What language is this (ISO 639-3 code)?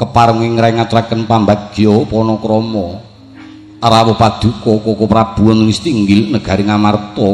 jav